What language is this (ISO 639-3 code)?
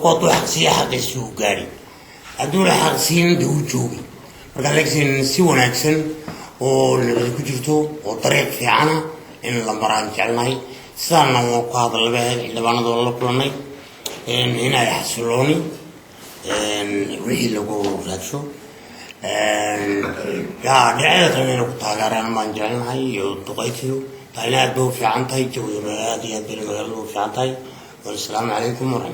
som